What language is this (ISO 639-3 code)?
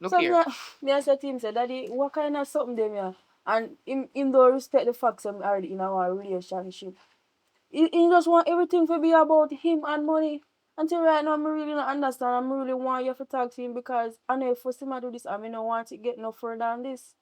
jam